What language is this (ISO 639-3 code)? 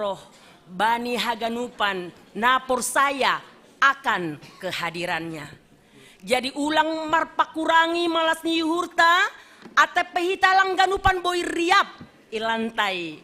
bts